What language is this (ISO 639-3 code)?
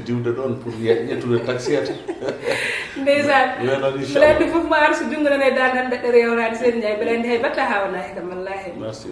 ful